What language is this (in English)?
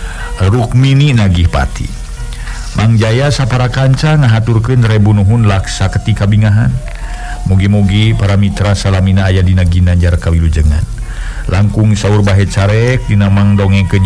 Sundanese